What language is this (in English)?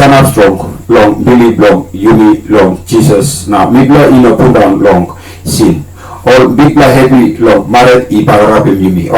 Tok Pisin